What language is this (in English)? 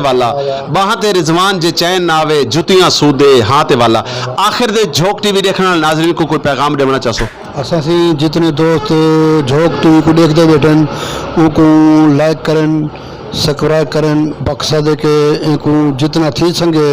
Saraiki